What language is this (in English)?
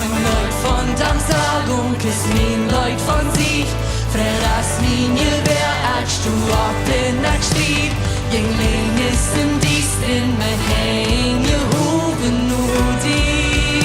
Plautdietsch